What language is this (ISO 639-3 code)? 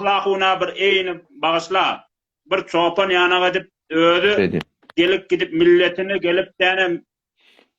tuk